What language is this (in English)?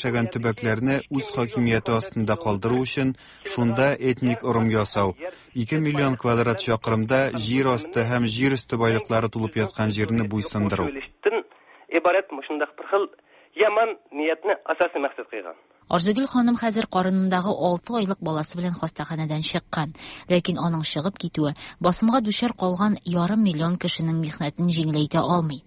Tatar